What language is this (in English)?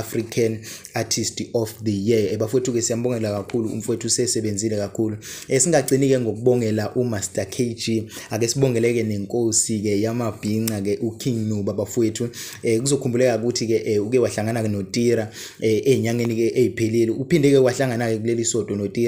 Zulu